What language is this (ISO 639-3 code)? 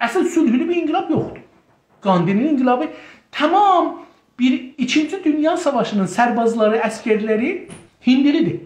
azb